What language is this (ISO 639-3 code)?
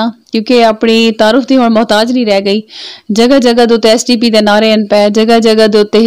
skr